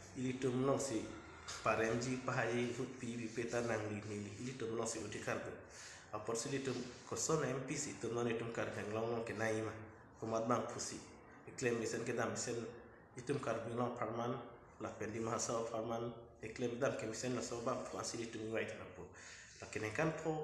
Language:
Karbi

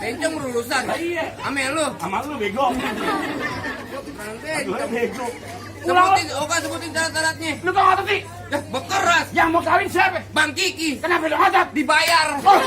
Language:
Betawi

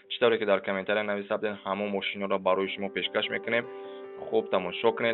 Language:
Tajik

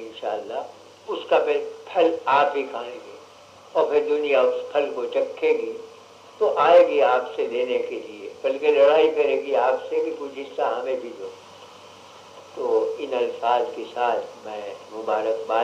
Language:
Urdu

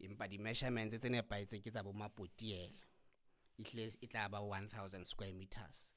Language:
Southern Sotho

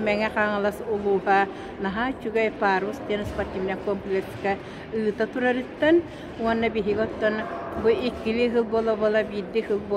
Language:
Yakut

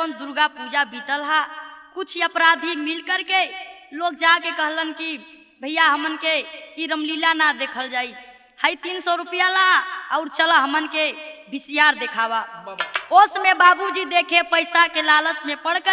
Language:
Bhojpuri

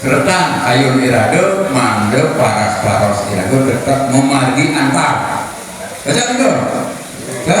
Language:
Balinese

